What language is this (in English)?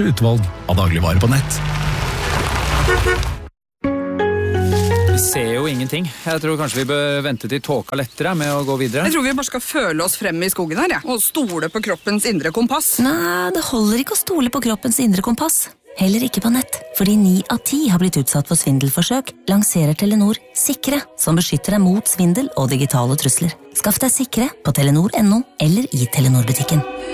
Norwegian